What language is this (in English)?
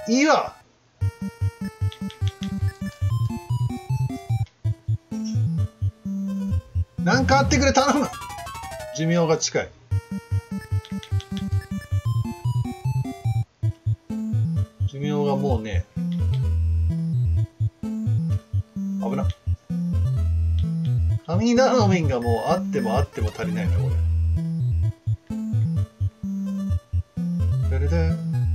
Japanese